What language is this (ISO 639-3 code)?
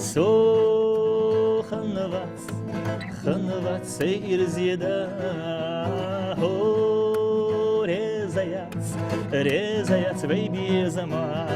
inh